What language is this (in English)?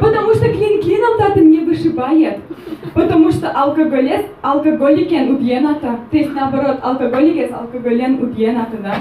Udmurt